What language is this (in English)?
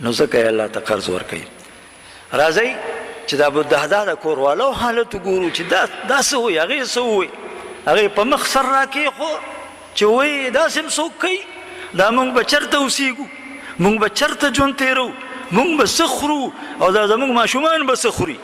Pashto